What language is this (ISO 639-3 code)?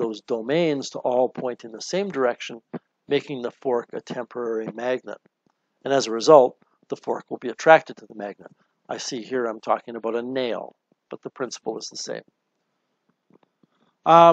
eng